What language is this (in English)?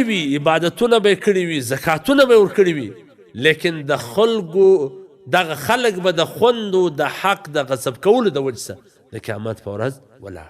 Pashto